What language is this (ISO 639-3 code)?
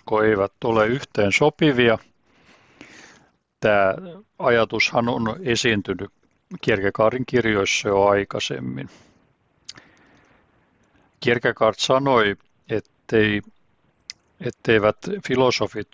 fin